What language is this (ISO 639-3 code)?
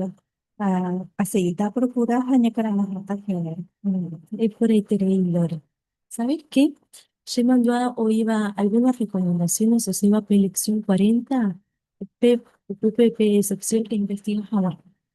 grn